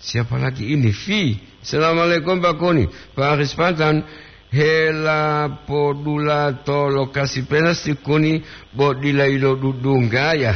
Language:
Gorontalo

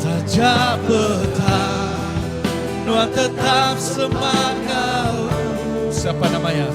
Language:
Iban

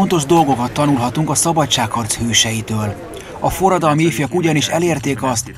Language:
Hungarian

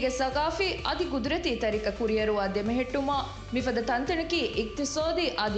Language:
Divehi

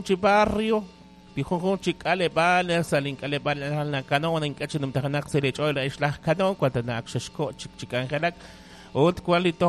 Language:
Kekchí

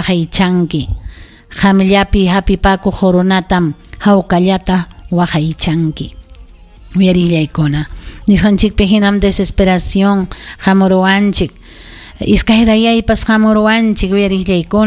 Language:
Ayacucho Quechua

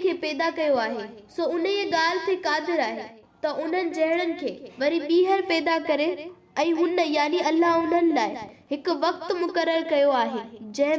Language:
Sindhi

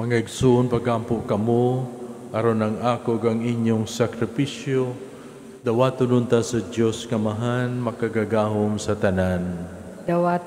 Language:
Cebuano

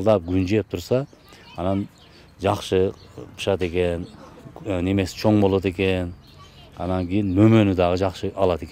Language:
Kyrgyz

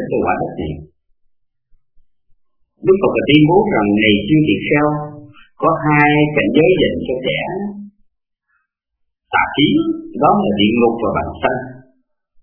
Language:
Vietnamese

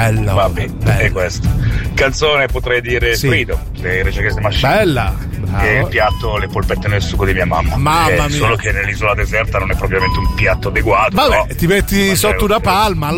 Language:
Italian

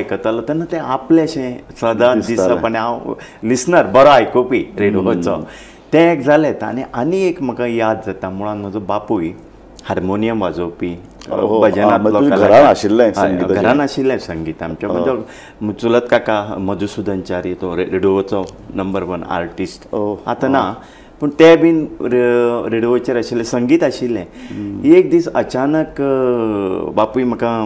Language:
Konkani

